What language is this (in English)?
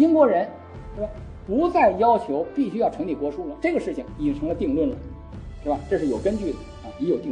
Chinese